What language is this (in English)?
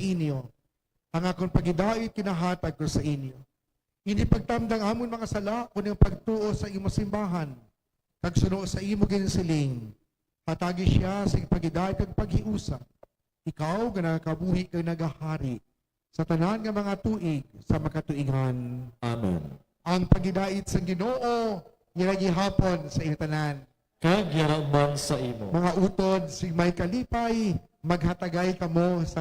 Hiligaynon